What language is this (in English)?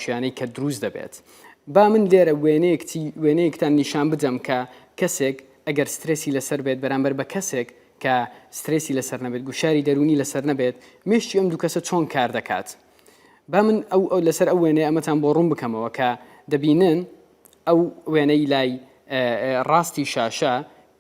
Central Kurdish